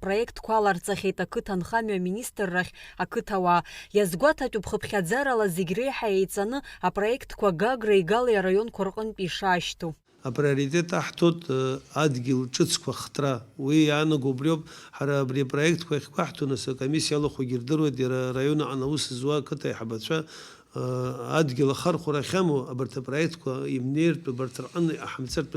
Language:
Abkhazian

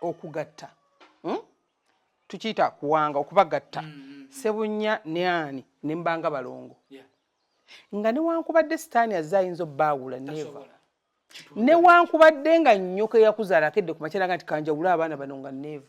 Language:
Ganda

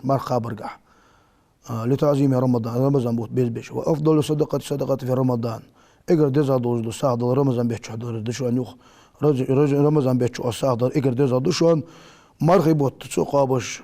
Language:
Ingush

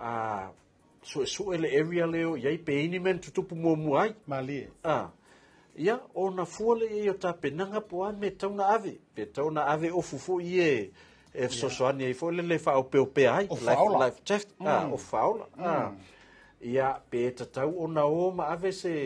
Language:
Samoan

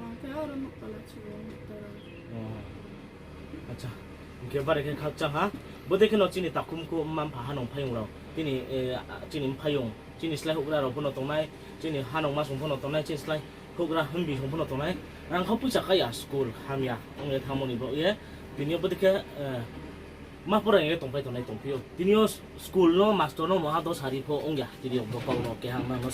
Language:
Riang (India)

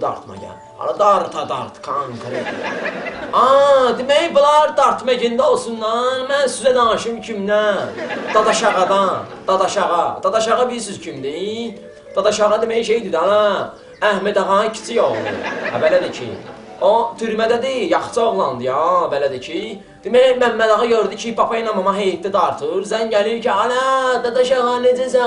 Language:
Azerbaijani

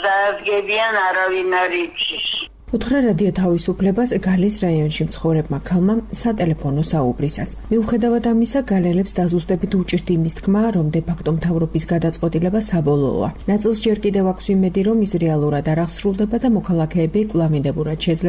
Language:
Georgian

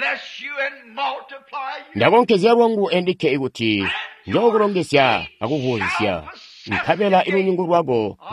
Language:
Tonga (Zambia)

